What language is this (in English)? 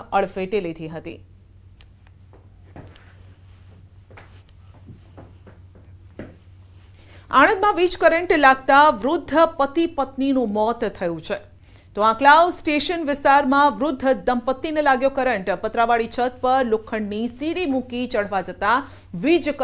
Gujarati